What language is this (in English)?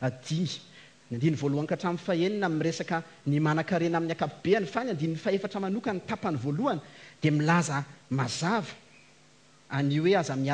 Malagasy